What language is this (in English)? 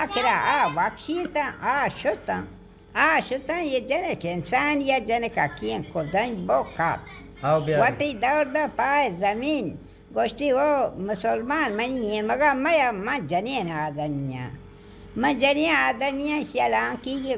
Baluchi